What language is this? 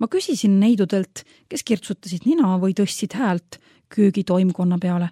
Estonian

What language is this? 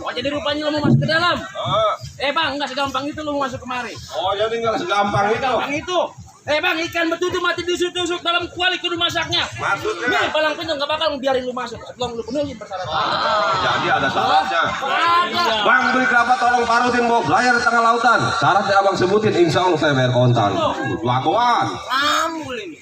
Betawi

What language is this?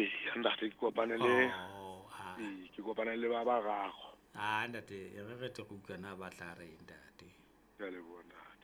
Southern Sotho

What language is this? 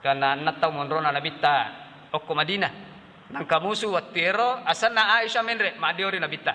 Buginese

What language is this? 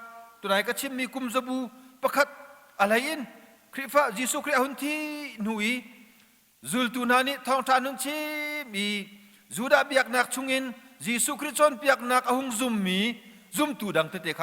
Hakha Chin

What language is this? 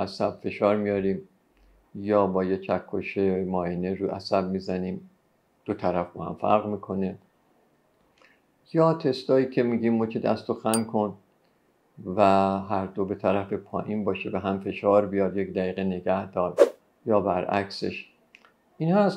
Persian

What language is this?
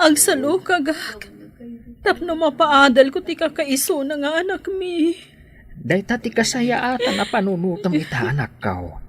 Iloko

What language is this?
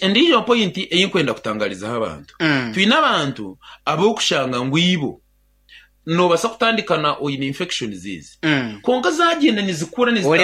Nyankole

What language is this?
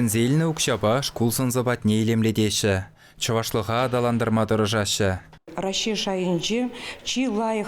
Chuvash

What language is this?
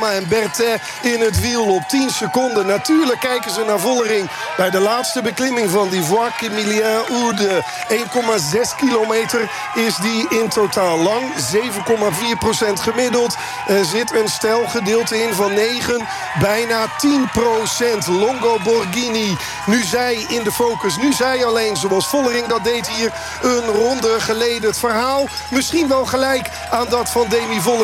Dutch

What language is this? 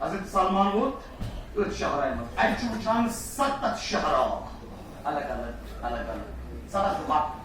Kashmiri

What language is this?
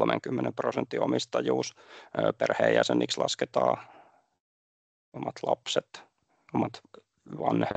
Finnish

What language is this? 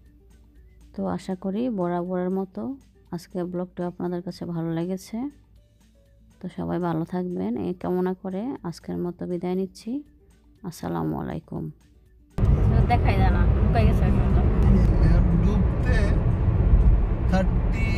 Bangla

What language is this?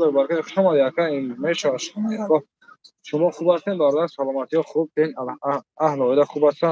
Tajik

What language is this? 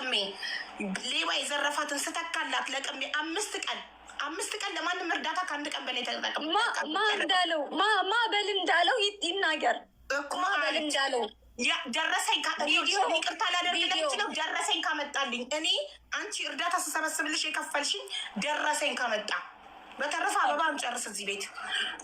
Amharic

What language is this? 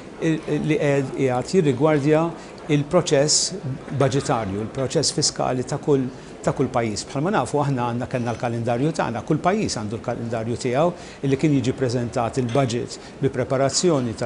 Maltese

